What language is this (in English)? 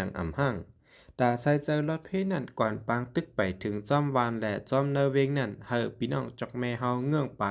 Shan